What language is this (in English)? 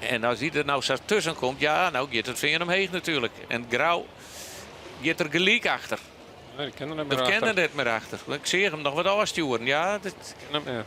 Western Frisian